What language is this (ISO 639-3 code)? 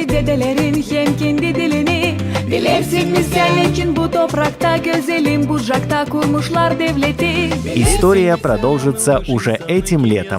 gag